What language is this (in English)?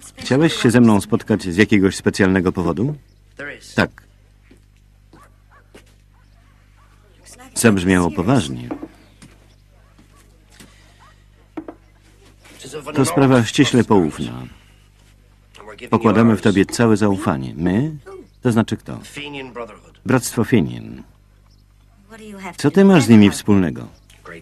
Polish